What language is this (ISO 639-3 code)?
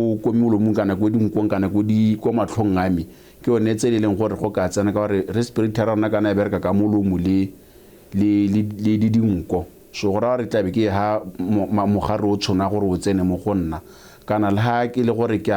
tsn